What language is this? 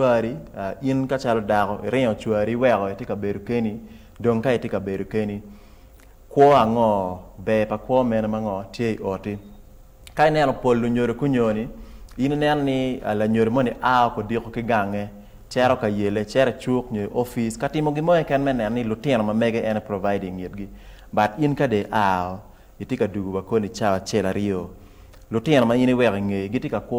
Acoli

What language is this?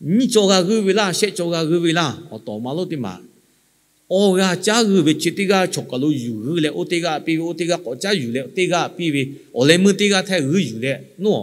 Lahu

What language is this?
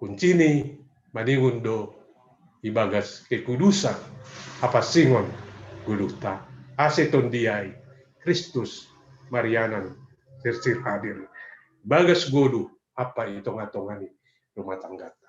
Batak Simalungun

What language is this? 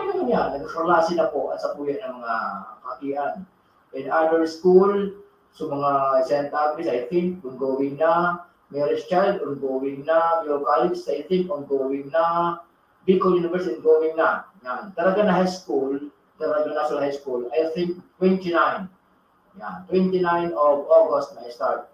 Bikol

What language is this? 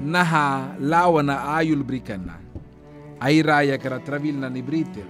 Mískito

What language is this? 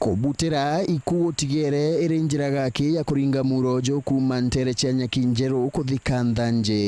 Meru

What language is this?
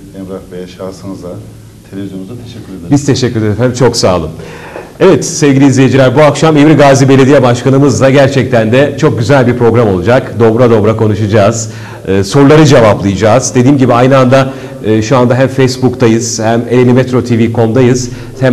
Turkish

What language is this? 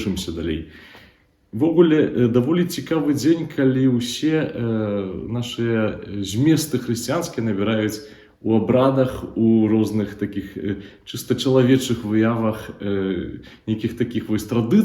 Belarusian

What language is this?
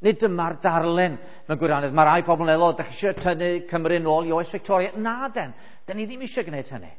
Welsh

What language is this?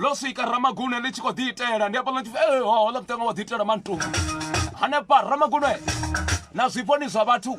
Venda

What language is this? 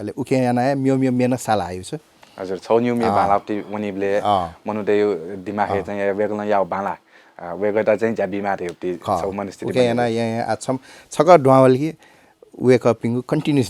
Newari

